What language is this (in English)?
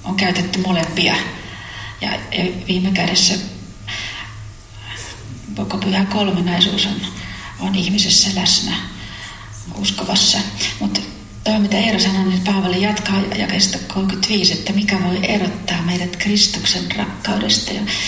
Finnish